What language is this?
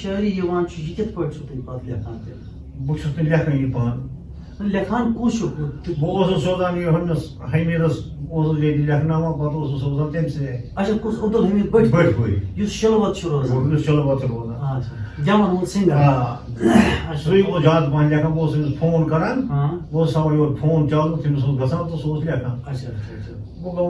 Kashmiri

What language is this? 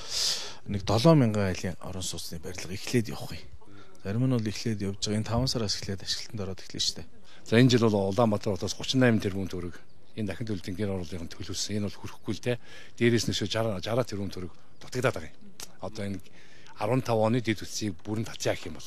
Mongolian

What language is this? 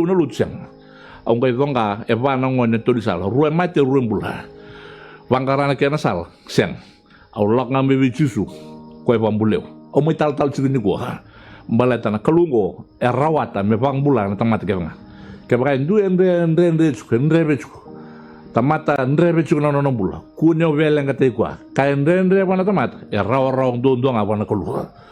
Fijian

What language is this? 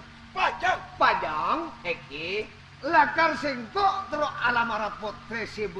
Madurese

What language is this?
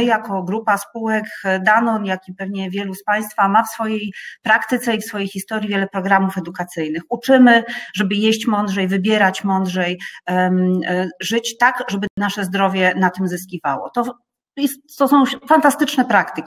Polish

